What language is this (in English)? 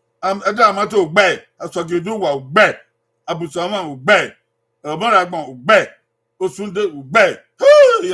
Bini